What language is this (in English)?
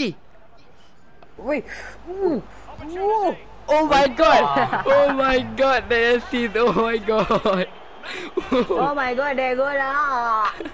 Malay